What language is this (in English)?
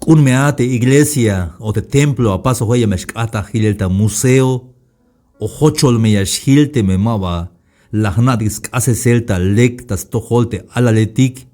Tzeltal